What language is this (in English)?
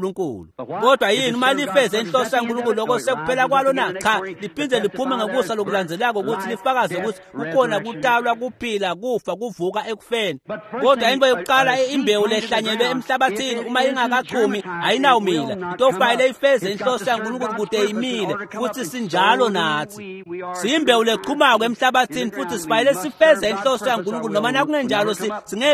Swati